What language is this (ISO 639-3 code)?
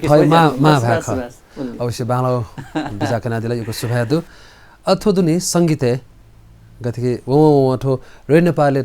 new